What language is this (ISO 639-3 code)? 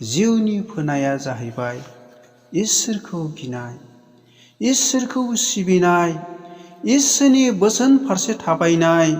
brx